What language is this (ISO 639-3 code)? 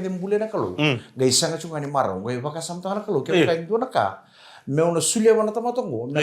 fij